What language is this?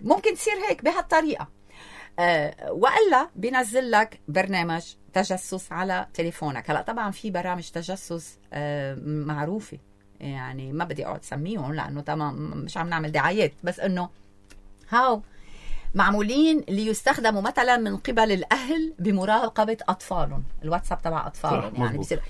North Levantine Arabic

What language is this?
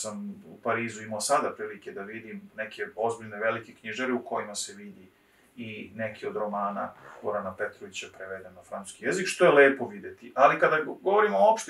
Serbian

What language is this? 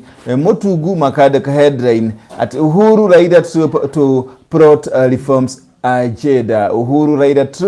Kikuyu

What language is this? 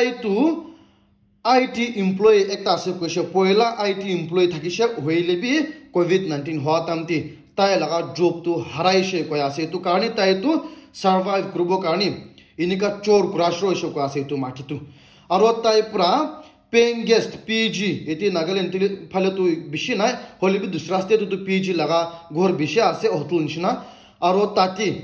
Naga Pidgin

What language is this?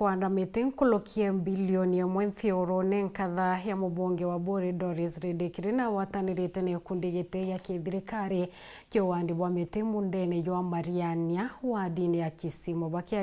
Meru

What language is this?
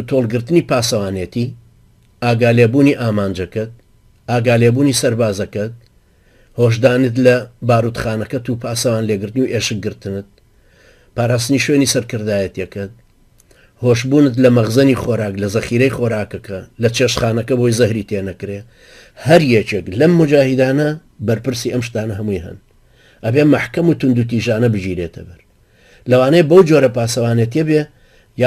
Central Kurdish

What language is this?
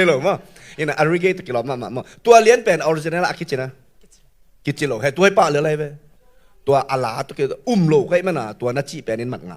Tedim Chin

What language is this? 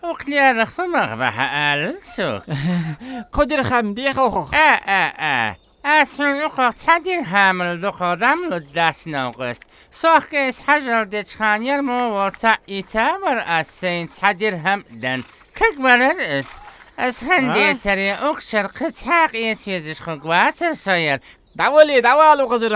Ingush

